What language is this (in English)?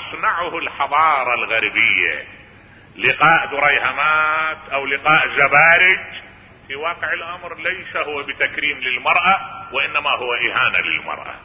Arabic